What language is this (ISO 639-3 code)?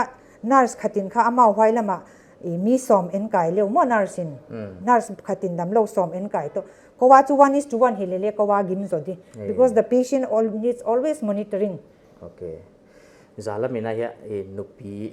pck